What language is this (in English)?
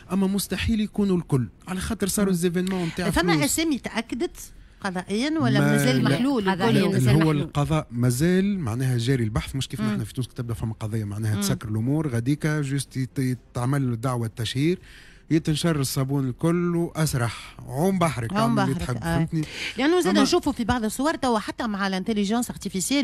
Tunisian Arabic